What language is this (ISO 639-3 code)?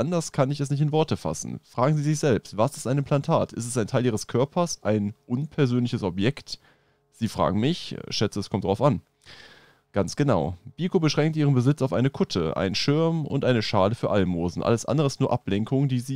deu